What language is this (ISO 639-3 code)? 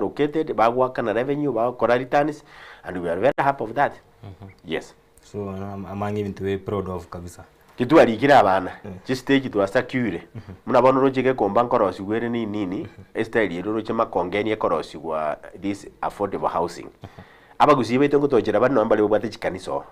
guz